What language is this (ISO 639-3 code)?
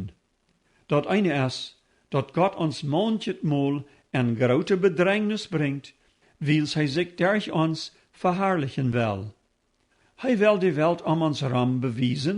pdt